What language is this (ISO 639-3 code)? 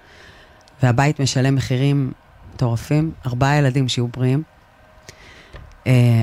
heb